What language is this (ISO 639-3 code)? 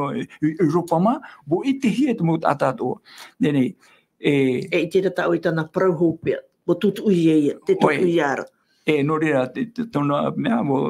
tah